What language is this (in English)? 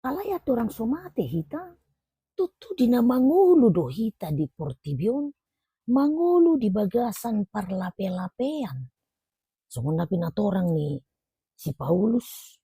Batak Toba